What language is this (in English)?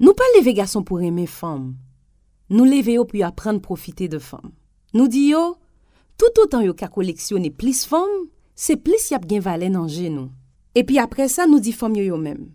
Haitian Creole